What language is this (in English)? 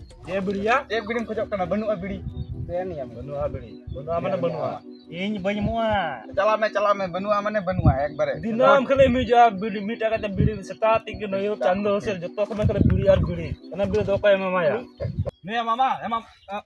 Santali